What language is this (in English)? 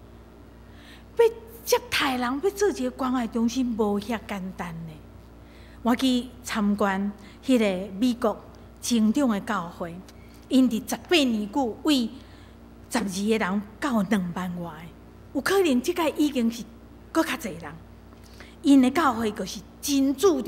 Min Nan Chinese